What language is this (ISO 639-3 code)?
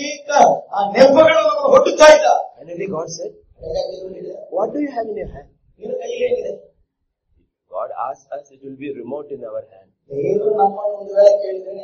kan